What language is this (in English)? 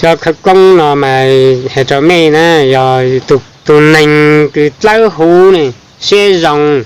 Hmong